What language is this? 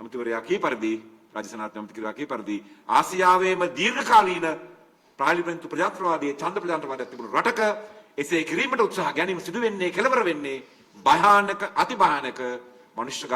Sinhala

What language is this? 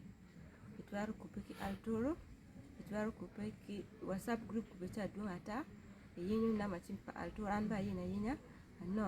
Acoli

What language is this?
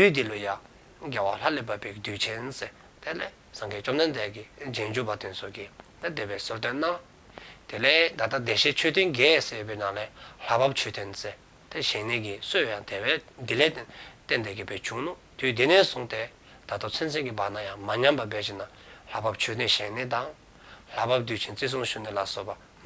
Dzongkha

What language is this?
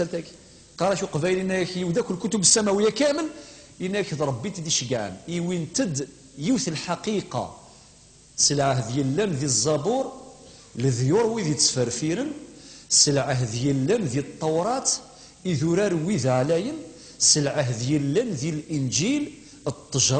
Kabyle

